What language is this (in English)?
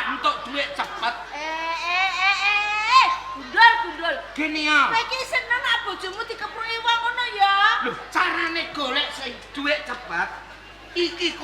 Javanese